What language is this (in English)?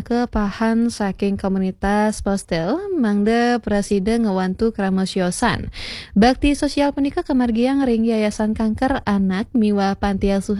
Balinese